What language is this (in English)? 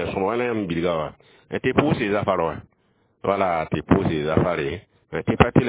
Mossi